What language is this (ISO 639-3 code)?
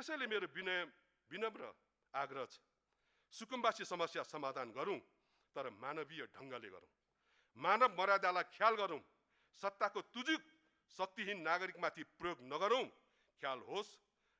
nep